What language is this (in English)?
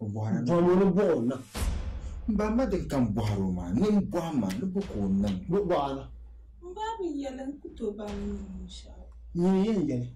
Dagbani